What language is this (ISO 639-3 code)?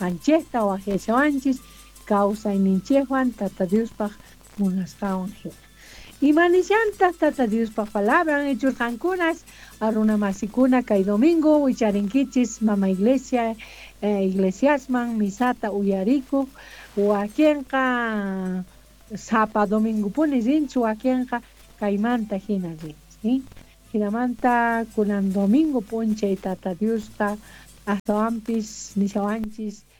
que